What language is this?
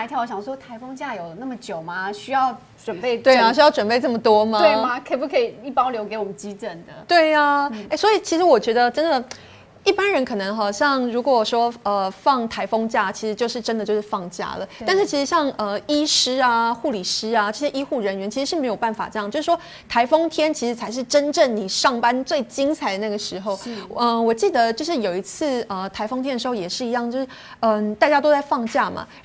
Chinese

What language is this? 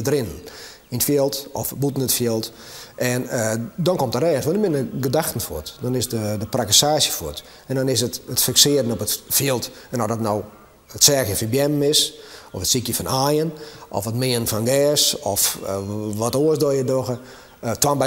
Western Frisian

